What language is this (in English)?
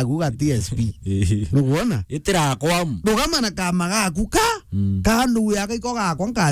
Meru